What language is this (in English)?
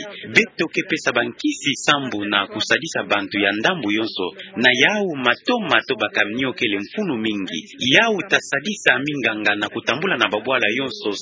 Kituba (Democratic Republic of Congo)